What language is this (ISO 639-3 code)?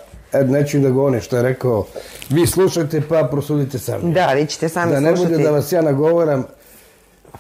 srp